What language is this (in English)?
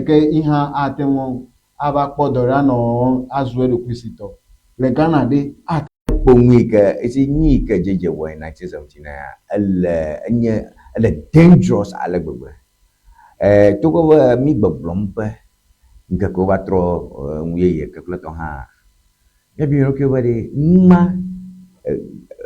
Ewe